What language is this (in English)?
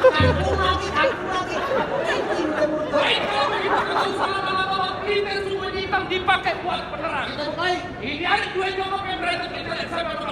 Betawi